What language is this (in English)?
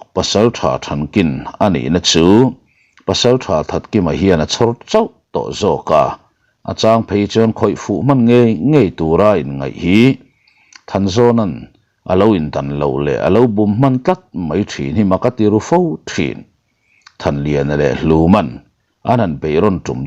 Mizo